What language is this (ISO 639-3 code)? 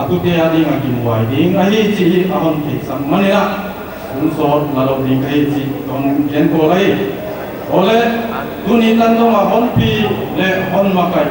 pck